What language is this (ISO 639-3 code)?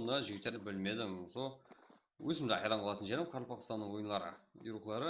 kaa